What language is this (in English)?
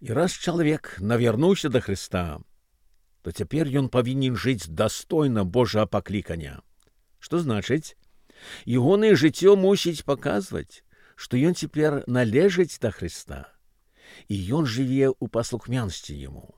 Belarusian